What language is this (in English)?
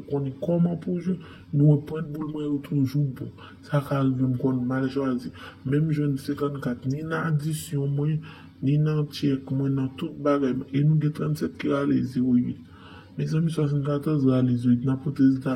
Haitian Creole